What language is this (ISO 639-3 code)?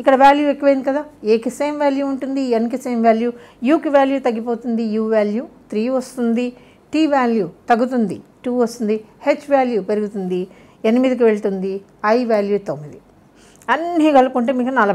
tel